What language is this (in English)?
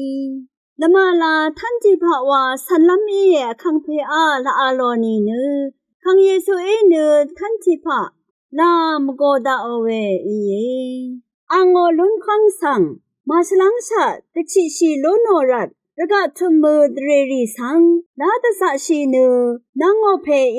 Rawang